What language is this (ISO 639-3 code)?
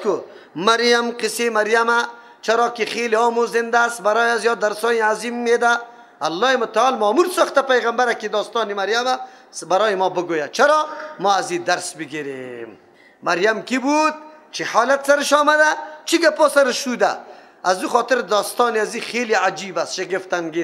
fas